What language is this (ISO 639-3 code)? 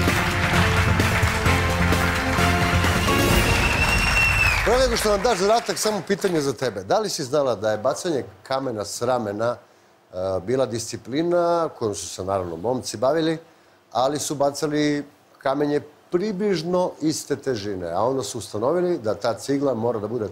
srp